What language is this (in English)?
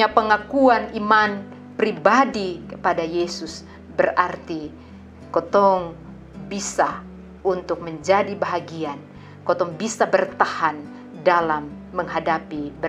Kupang Malay